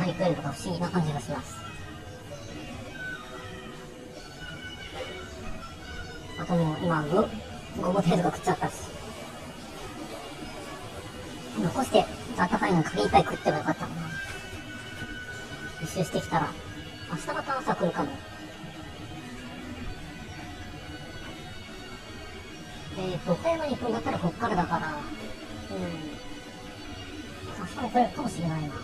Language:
Japanese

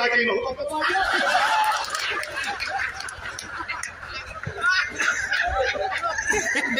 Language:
Bhojpuri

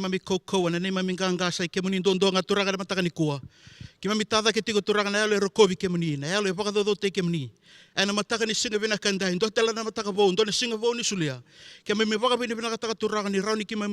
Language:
Fijian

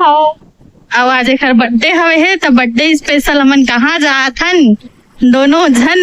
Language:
Chhattisgarhi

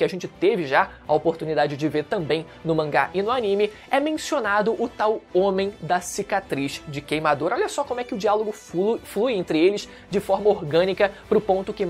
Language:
Portuguese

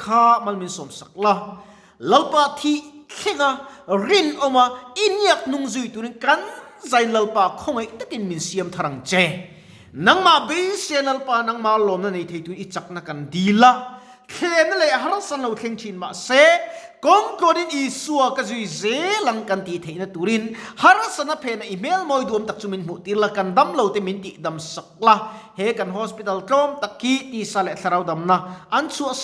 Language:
Mizo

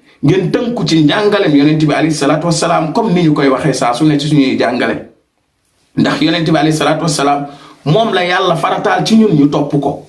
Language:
Wolof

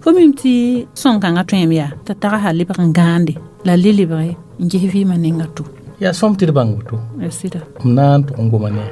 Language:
Mossi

